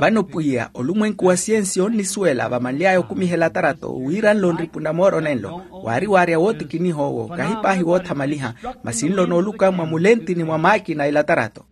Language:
Makhuwa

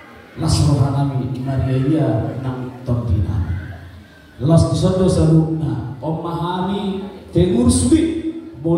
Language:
Batak Toba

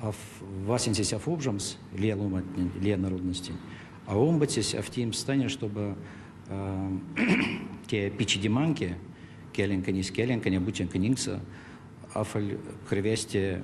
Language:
Erzya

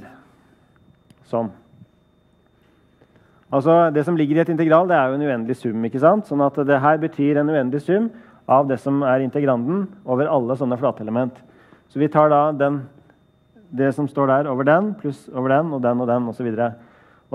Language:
Norwegian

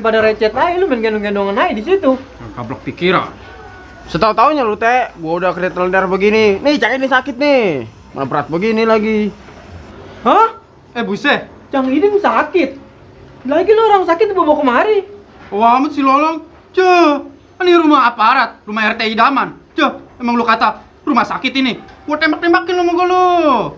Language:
Betawi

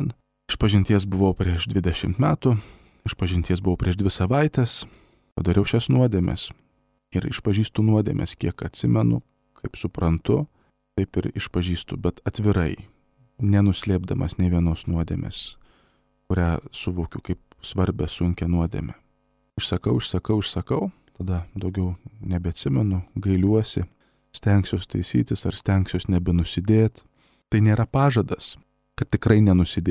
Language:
Lithuanian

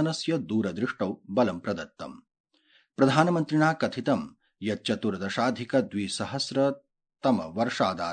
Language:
Sanskrit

